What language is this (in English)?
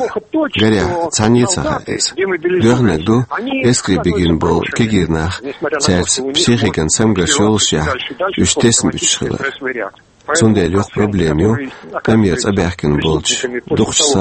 Chechen